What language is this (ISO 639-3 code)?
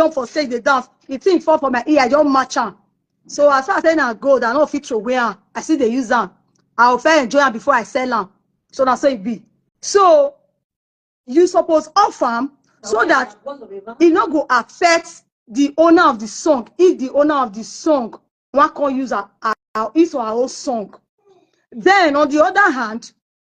pcm